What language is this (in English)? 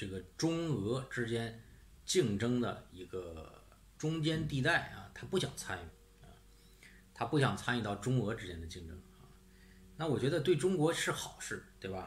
Chinese